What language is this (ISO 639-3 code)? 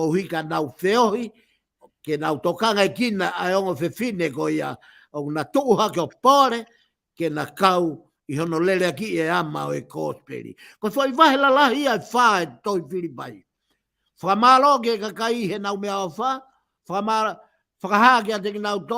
ton